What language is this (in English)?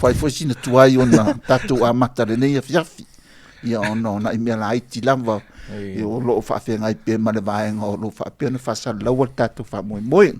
Samoan